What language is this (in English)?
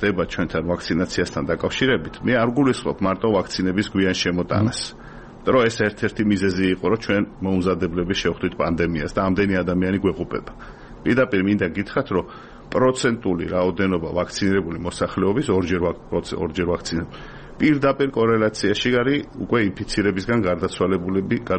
Georgian